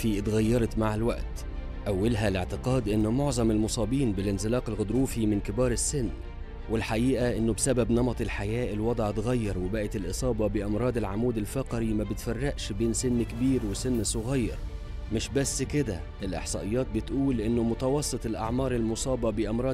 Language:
Egyptian Arabic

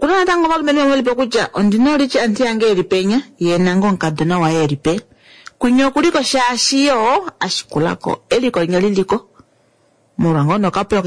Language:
Kuanyama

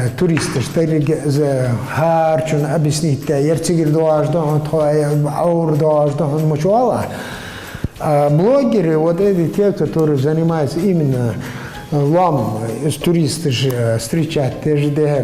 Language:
Ingush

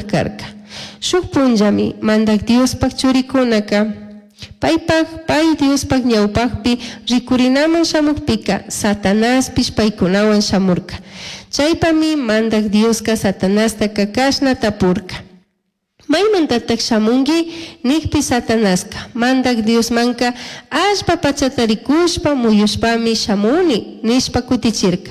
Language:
Chimborazo Highland Quichua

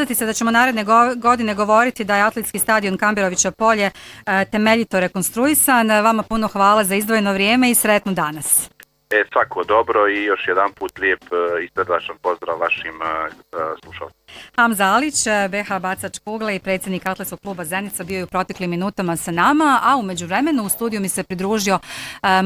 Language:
Bosnian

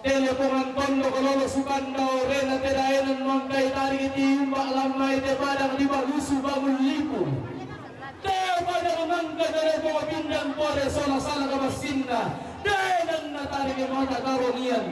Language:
Toraja-Sa'dan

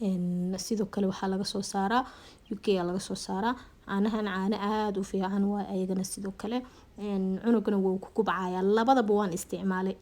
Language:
Somali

